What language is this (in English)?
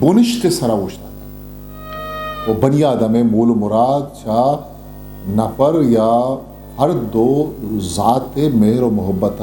Eastern Balochi